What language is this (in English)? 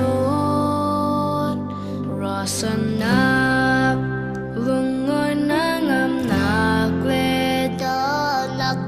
Falam Chin